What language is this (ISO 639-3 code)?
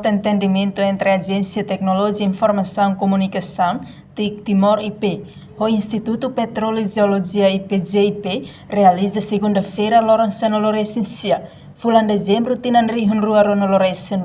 tet